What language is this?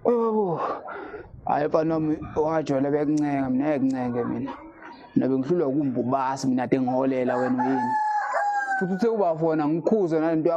Zulu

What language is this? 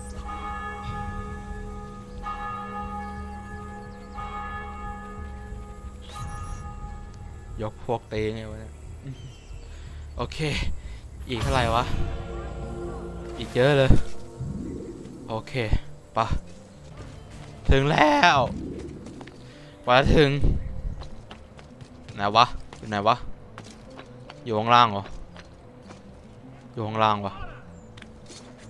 Thai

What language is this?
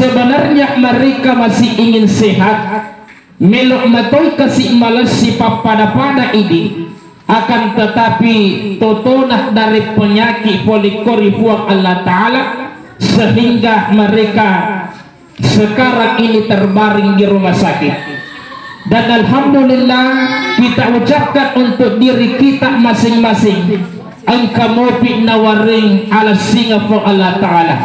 Buginese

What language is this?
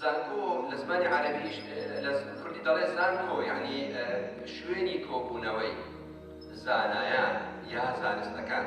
Central Kurdish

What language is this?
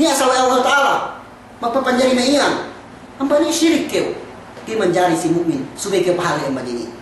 Yakan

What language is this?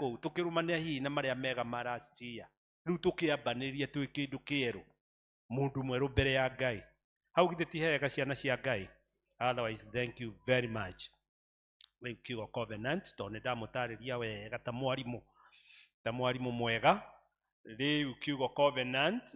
Kikuyu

